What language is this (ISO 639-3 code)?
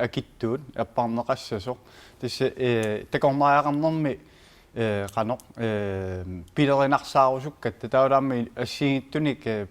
kal